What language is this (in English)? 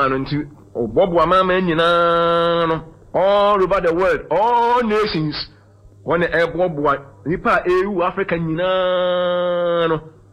Akan